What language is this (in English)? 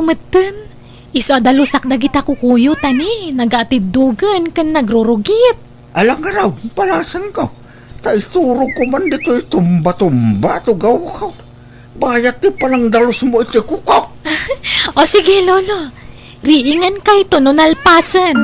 Iloko